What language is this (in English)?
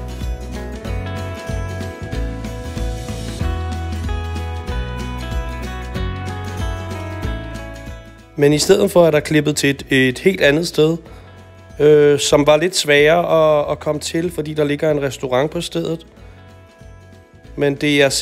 Danish